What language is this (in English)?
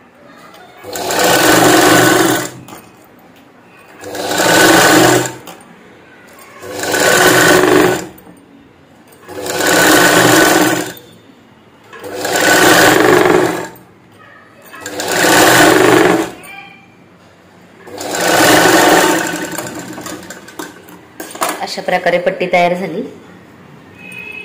Marathi